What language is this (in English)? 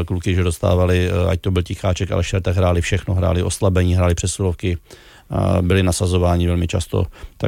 Czech